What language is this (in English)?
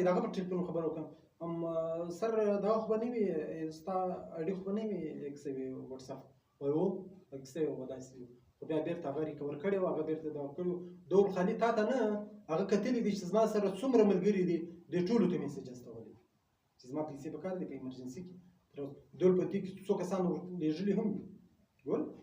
Pashto